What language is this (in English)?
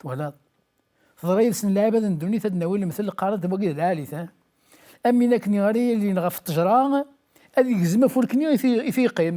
Kabyle